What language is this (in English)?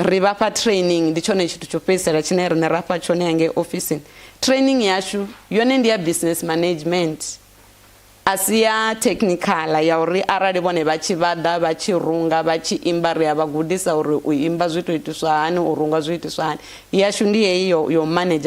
Venda